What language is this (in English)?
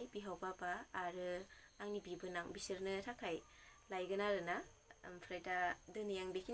Bodo